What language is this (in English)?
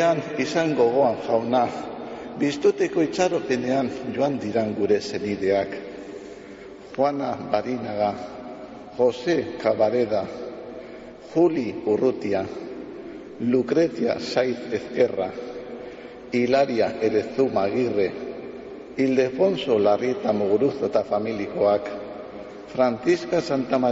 Basque